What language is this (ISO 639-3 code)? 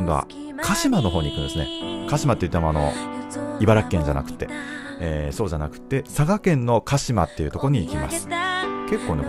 jpn